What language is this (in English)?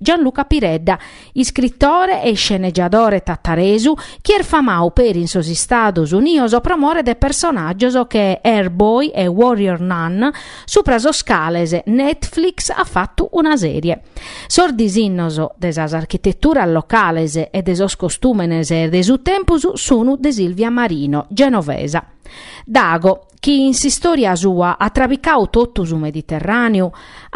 Sardinian